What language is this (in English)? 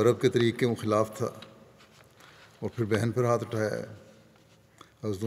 Urdu